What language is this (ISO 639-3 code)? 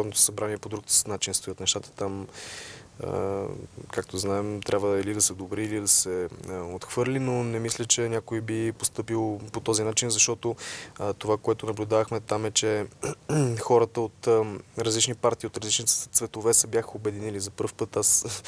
bul